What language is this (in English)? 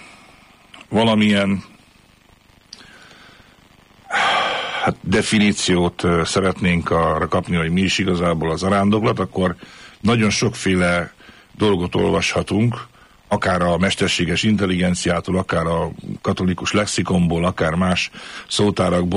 Hungarian